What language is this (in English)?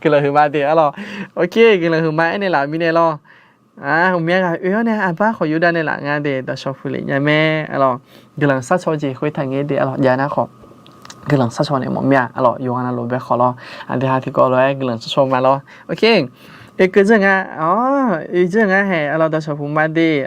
Akha